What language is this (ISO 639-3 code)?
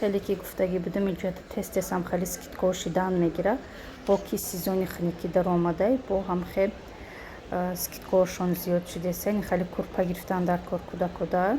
tgk